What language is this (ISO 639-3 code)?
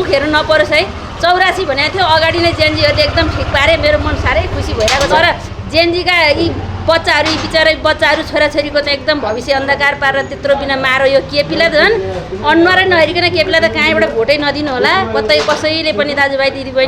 nep